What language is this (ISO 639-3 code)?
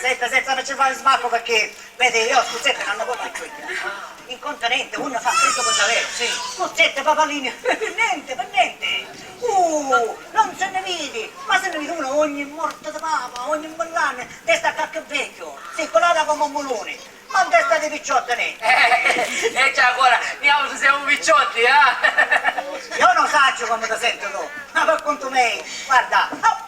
scn